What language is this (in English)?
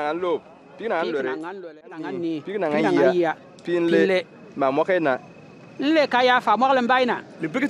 Bimoba